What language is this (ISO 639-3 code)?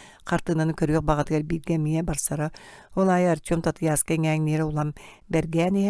sah